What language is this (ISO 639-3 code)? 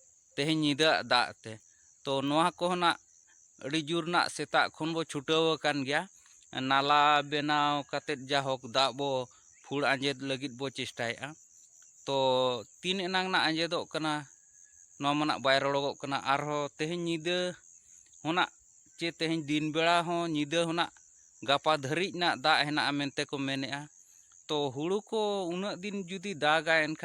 sat